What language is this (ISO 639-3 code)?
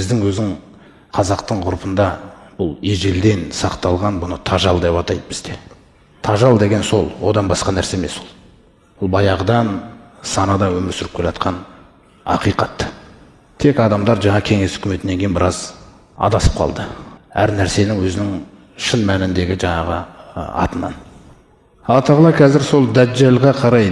kaz